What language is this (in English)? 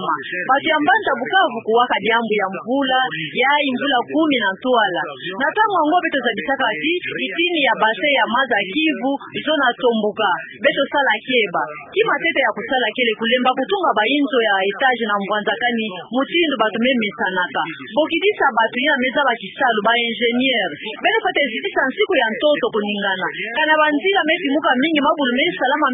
Kituba (Democratic Republic of Congo)